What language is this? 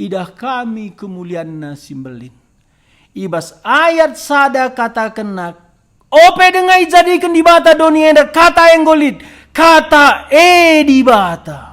Batak Karo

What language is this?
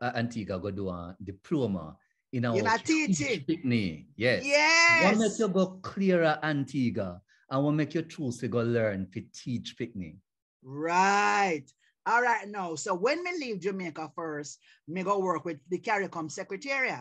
Jamaican Creole English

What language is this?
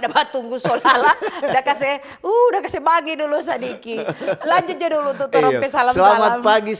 Manado Malay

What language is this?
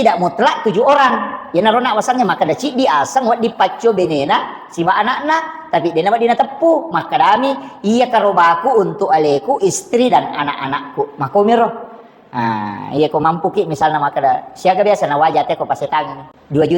Buginese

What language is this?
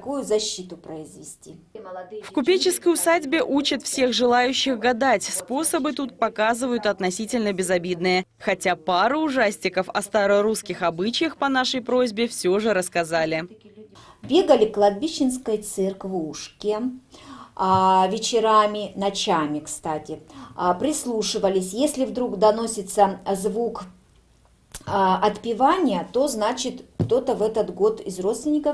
Russian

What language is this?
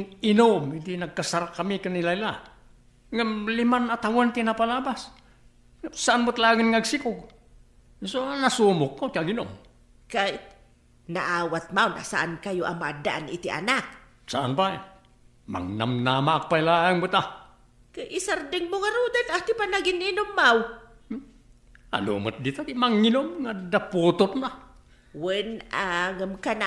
Iloko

